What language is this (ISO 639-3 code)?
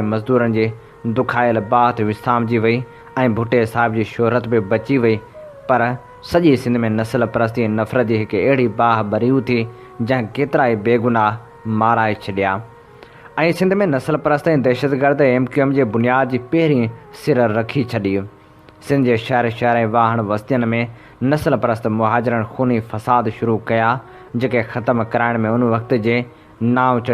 snd